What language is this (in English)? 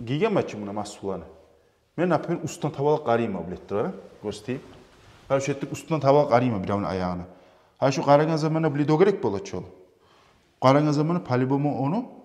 Kumyk